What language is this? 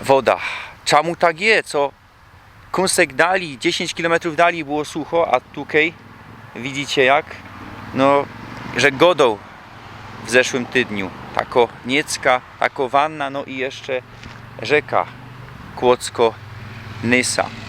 Silesian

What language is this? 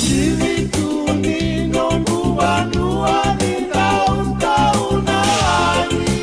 Fijian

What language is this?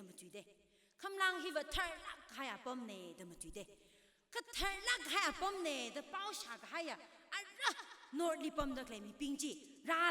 Tangkhul Naga (India)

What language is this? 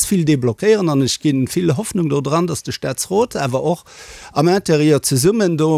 Luxembourgish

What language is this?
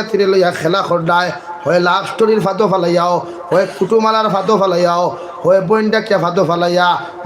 Sylheti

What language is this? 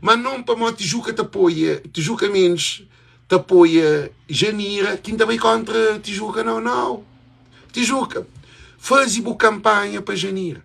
Kabuverdianu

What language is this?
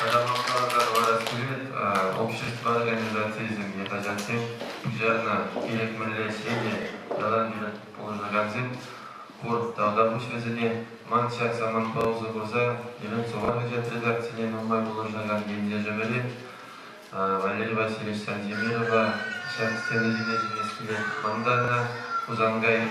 Chuvash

